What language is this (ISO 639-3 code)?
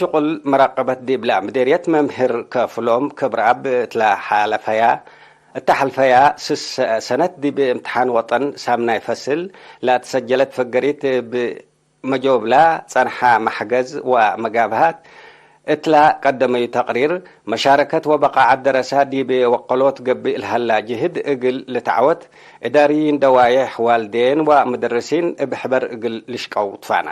tig